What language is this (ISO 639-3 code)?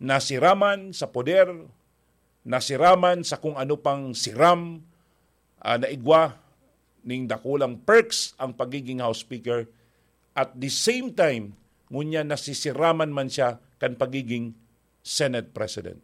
bik